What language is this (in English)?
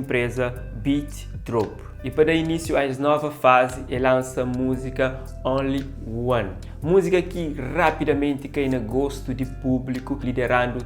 Kabuverdianu